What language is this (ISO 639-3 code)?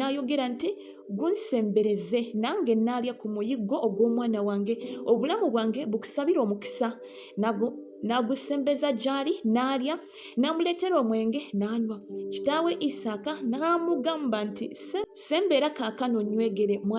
lug